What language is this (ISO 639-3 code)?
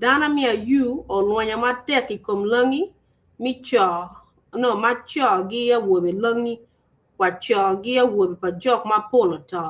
ach